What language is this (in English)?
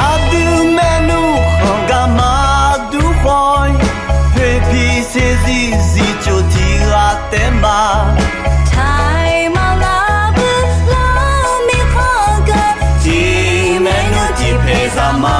Akha